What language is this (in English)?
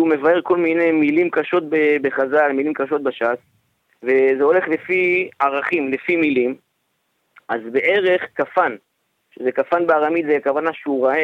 Hebrew